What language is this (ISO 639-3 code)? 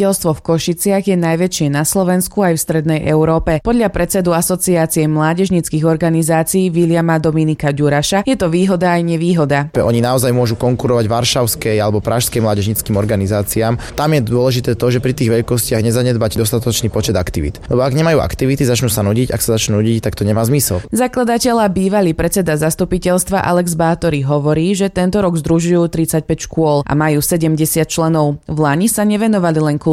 slk